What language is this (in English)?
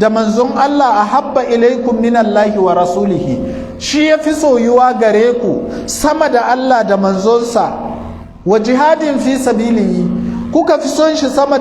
Hausa